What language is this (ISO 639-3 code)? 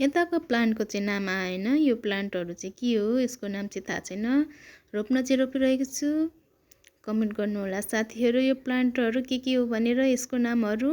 nep